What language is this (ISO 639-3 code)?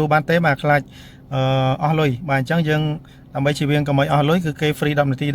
khm